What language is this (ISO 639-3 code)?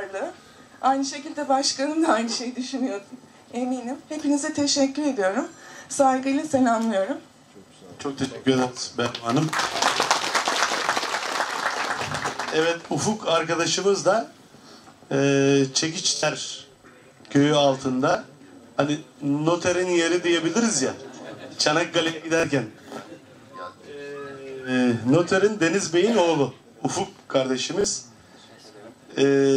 tur